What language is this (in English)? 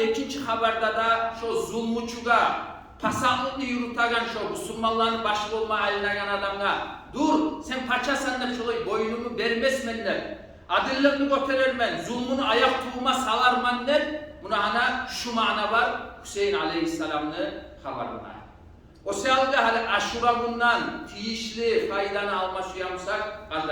Kumyk